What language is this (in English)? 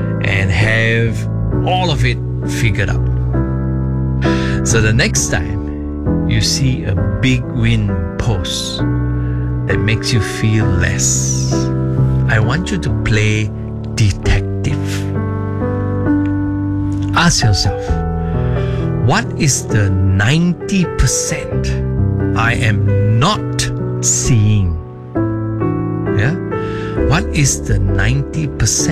English